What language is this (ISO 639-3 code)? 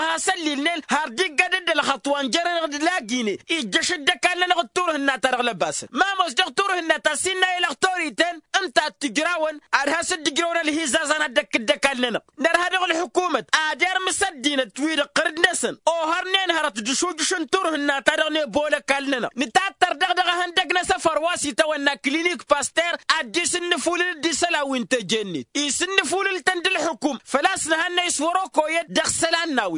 taq